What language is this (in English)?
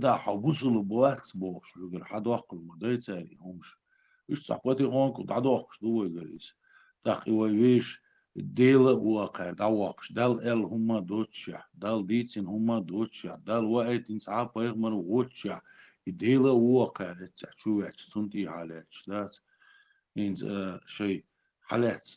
Chechen